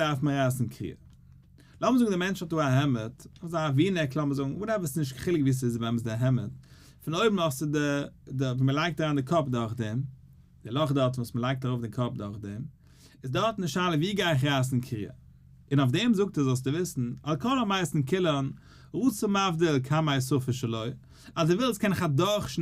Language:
Yiddish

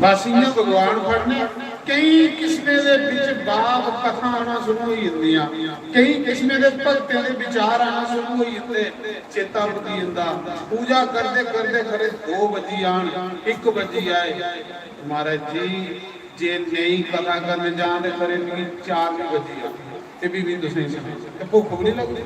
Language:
Dogri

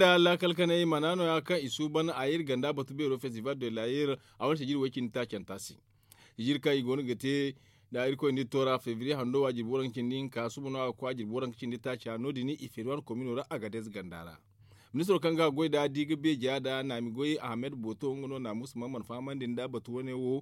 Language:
Zarma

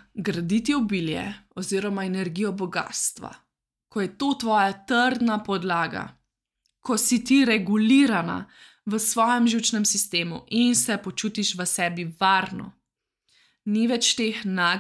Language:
Slovenian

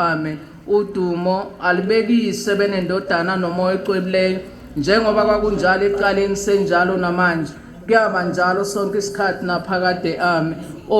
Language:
Zulu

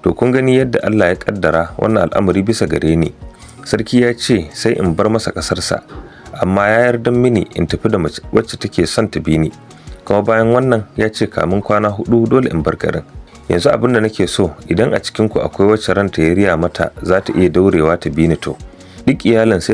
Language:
Hausa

